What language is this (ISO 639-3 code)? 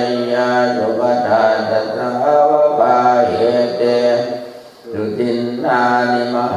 pli